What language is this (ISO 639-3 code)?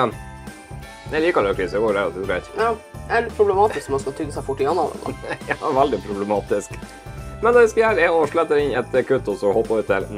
nor